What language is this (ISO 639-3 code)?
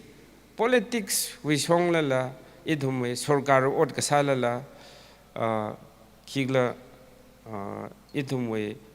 nmf